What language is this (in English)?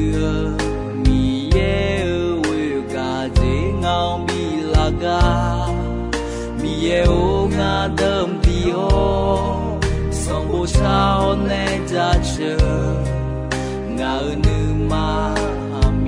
Akha